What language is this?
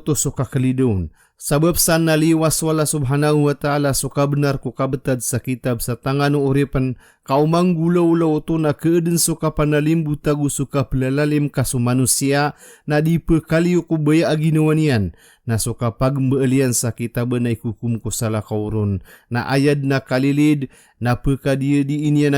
Maranao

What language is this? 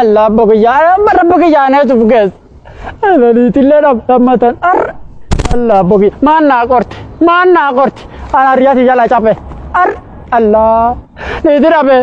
Oromo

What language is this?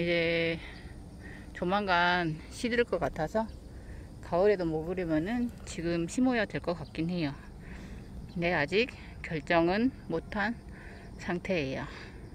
Korean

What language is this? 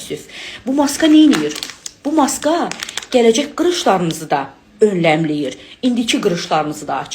Azerbaijani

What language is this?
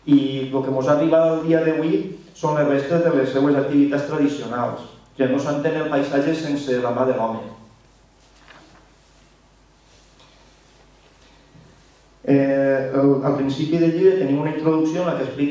Catalan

